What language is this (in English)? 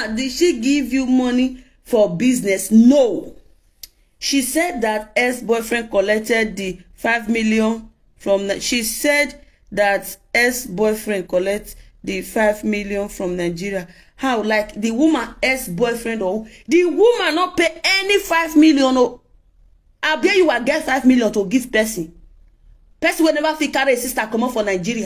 Nigerian Pidgin